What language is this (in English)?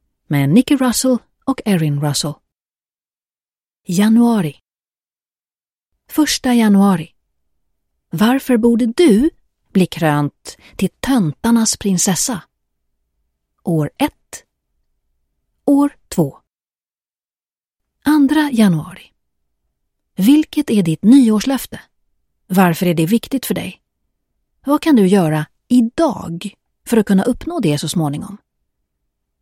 Swedish